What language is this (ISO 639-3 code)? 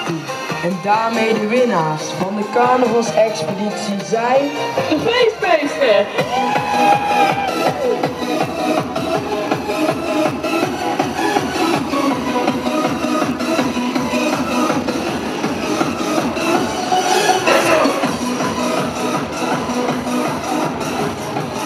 nld